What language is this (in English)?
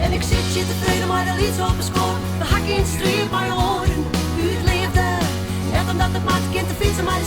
Western Frisian